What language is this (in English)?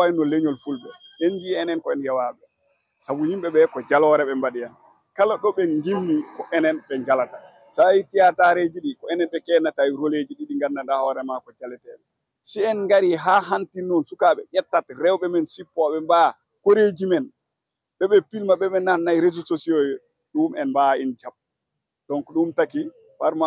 Fula